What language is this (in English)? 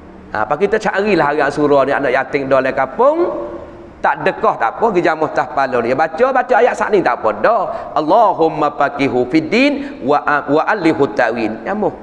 Malay